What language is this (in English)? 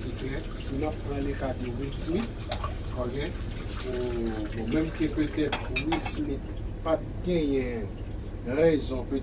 Haitian Creole